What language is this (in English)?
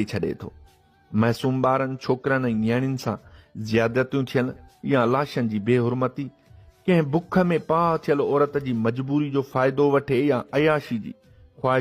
Sindhi